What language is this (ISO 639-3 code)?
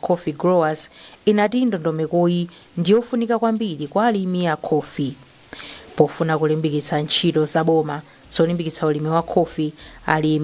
nya